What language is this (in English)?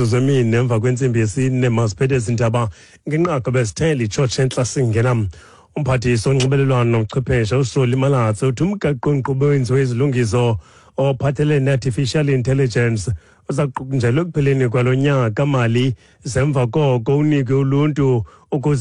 Xhosa